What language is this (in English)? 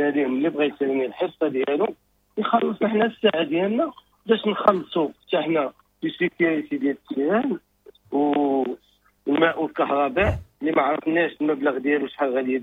Moroccan Arabic